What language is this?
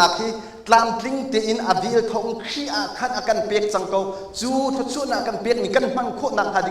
Hakha Chin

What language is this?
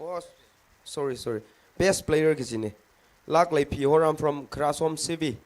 Tangkhul Naga (India)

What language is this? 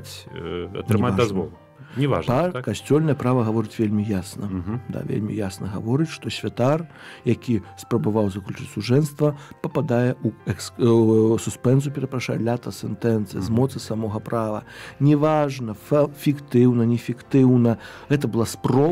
Belarusian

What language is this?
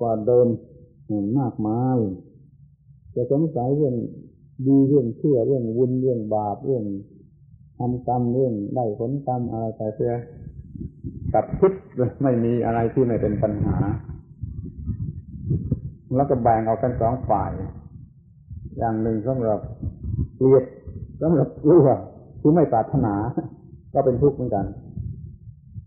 Thai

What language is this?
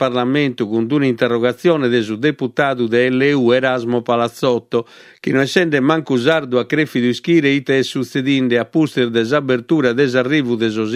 Sardinian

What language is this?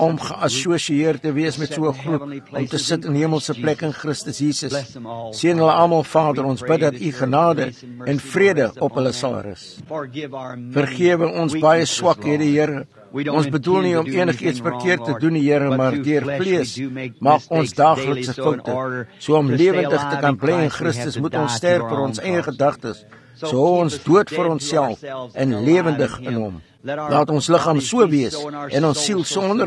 Afrikaans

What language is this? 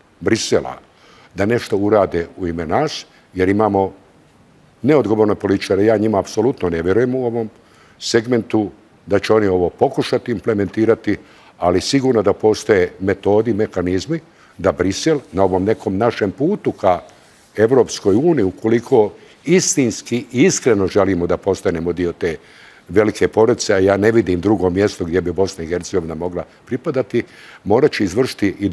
Bosnian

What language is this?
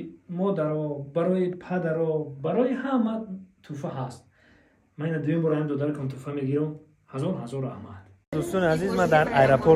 Tajik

